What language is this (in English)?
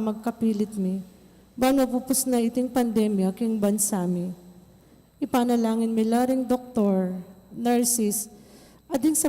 Pampanga